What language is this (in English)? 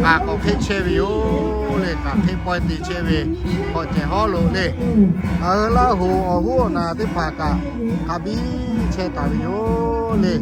Lahu